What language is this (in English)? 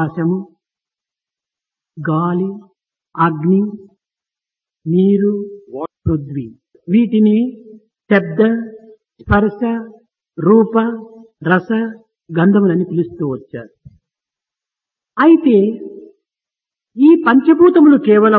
Telugu